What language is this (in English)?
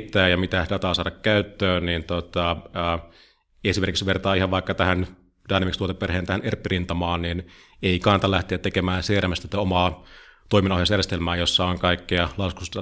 Finnish